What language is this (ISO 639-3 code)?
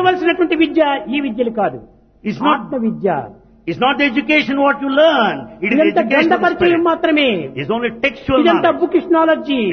tel